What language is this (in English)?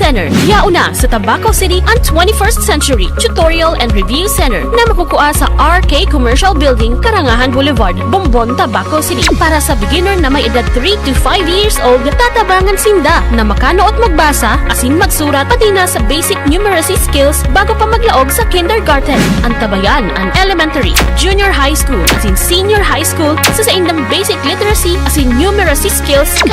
Bikol